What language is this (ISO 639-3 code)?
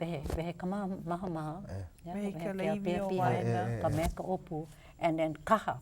haw